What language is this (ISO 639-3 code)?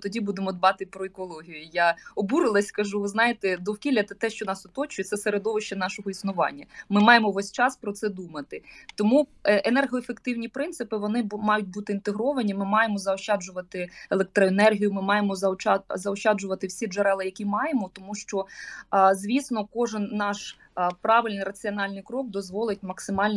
ukr